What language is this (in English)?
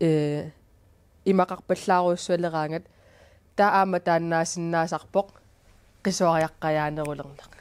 Kalaallisut